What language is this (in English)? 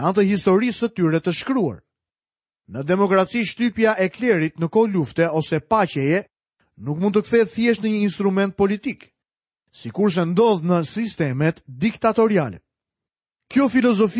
Albanian